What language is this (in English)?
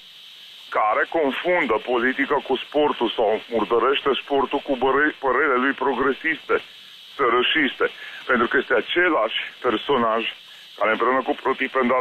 Romanian